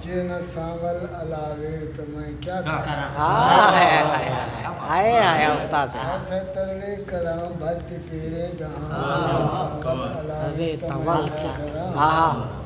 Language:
Saraiki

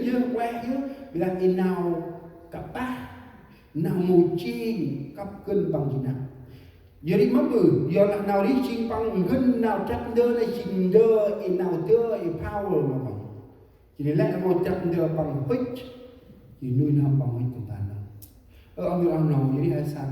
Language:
Central Mnong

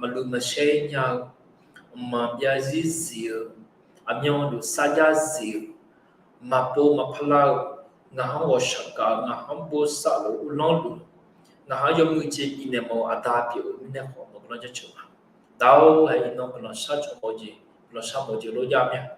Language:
Akha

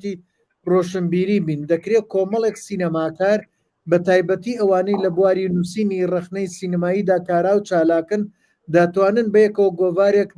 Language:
Central Kurdish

